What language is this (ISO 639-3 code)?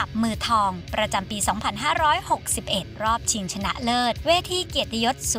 tha